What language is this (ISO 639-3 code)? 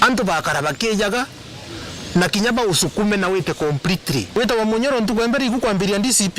mer